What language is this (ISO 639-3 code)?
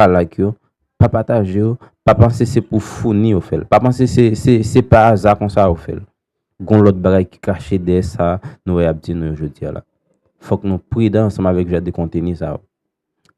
hat